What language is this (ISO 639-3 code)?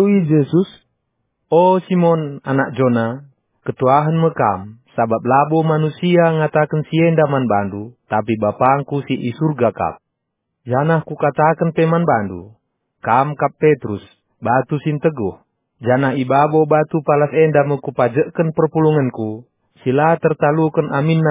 btx